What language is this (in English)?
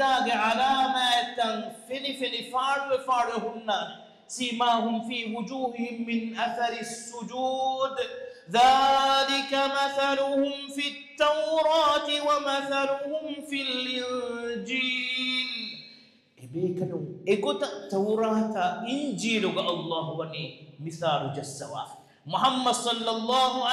Divehi